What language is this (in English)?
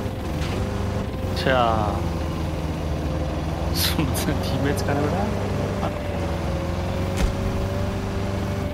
German